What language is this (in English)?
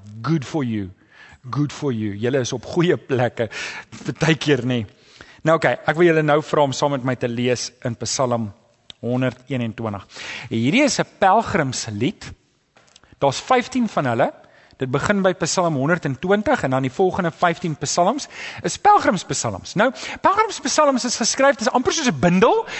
Afrikaans